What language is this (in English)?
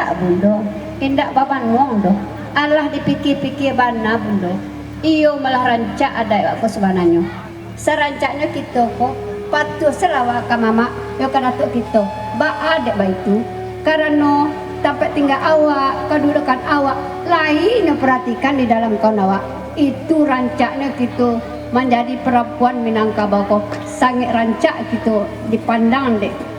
Minangkabau